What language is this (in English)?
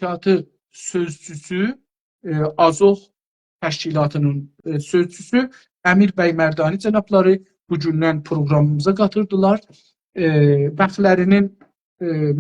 South Azerbaijani